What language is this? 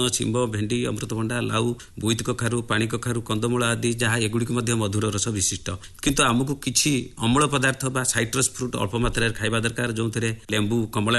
Odia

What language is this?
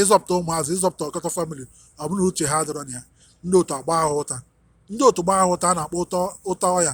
Igbo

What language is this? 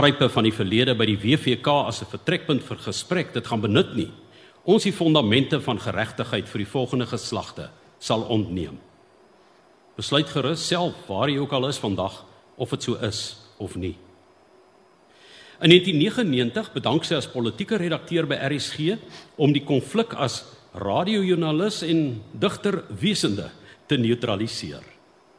Afrikaans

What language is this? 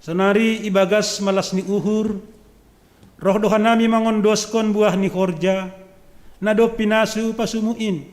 Batak Simalungun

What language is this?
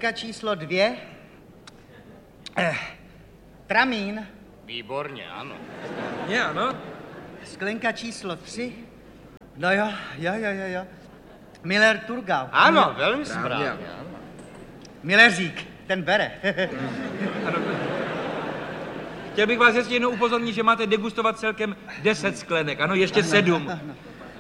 Czech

